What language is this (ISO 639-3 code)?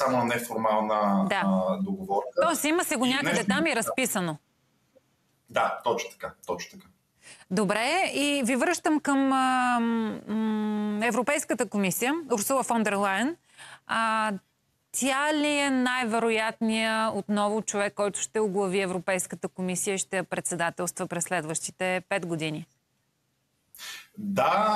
bul